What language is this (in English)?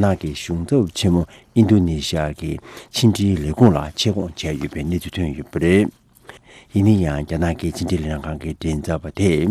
Tibetan